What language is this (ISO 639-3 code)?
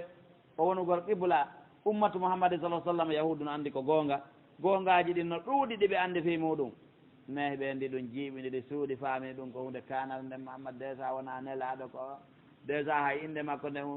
fuf